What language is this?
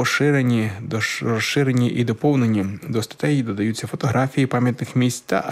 Ukrainian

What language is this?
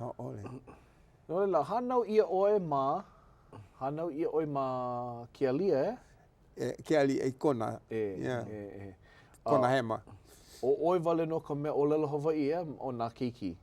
Hawaiian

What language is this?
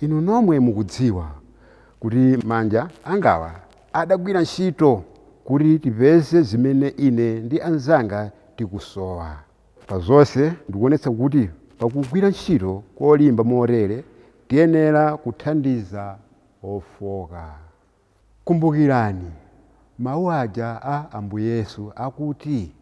Nyanja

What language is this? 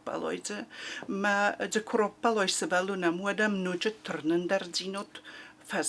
Ossetic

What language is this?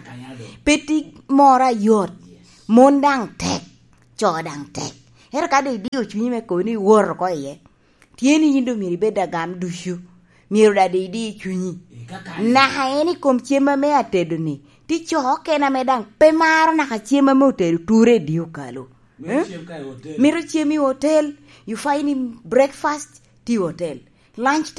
Lango (Uganda)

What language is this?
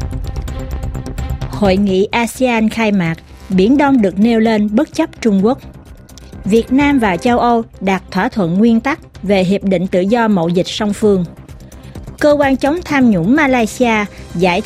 Vietnamese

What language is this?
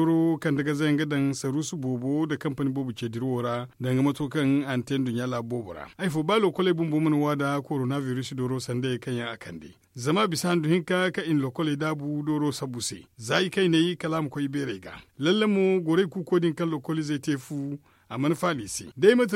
Zarma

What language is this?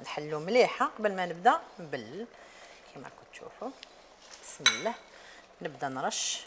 Algerian Arabic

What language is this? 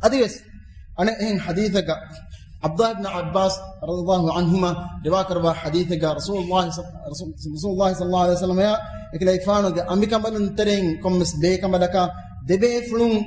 Divehi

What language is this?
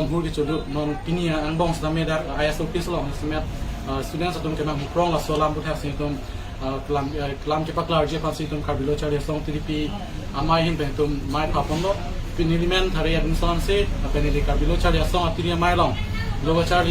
Karbi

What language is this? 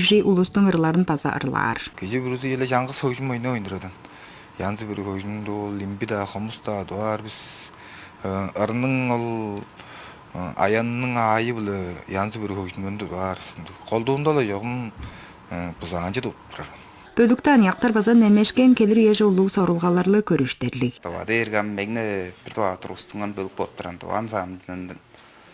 Tuvinian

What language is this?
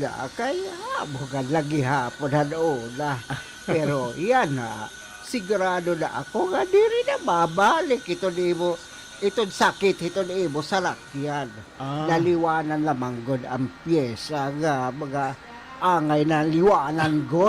Waray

